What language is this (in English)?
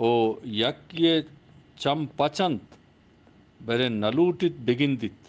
Eastern Balochi